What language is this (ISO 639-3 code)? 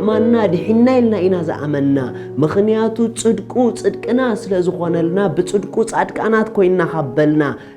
tir